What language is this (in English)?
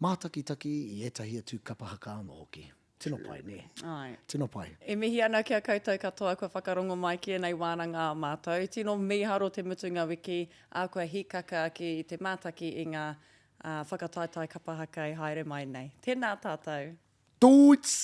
Māori